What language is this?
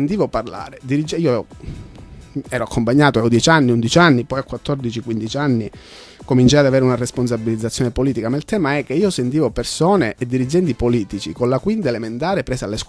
Italian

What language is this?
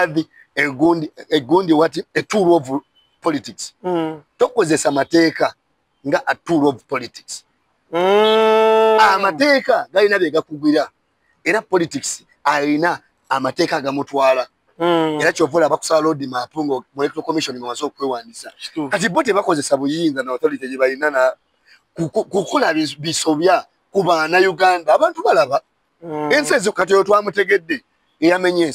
Ganda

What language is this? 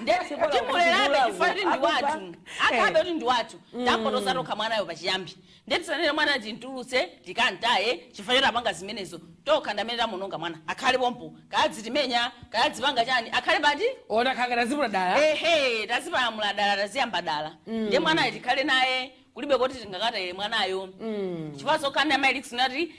Nyanja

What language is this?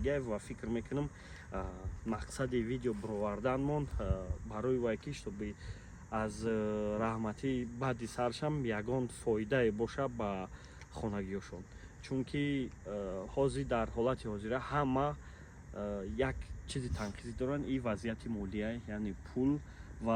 Tajik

